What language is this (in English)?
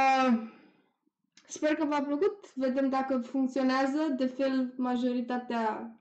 Romanian